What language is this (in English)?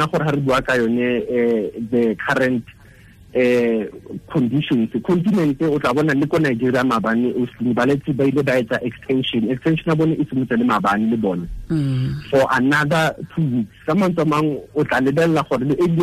Tswana